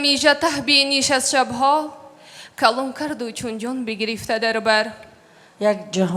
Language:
Tajik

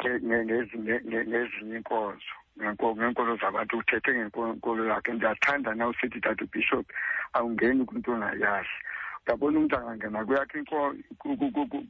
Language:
Xhosa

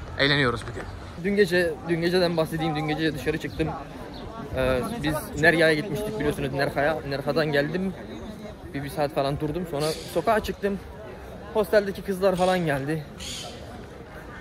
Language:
Turkish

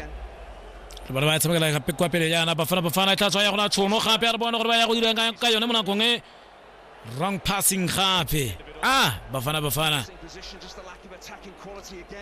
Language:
Tswana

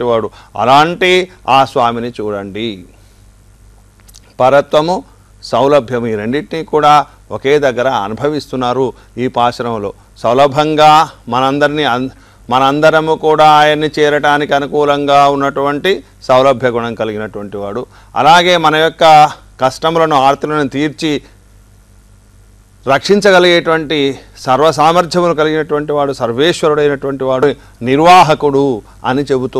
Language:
Telugu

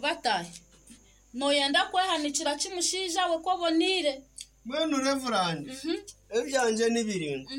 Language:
Nyankole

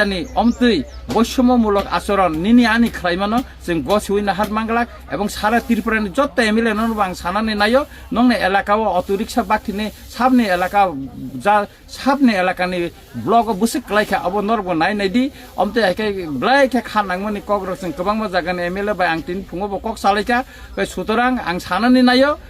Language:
Kok Borok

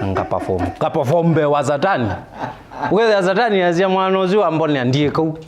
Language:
Kamba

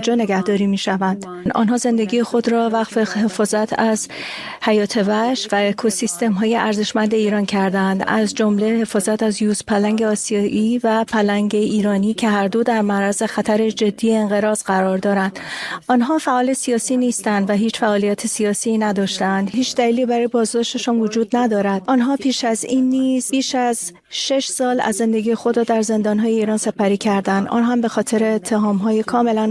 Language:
Persian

